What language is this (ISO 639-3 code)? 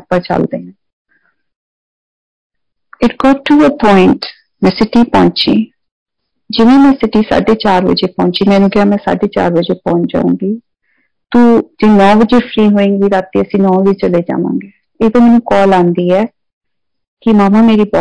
pan